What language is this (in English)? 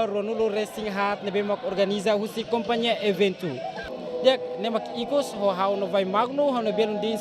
Tetum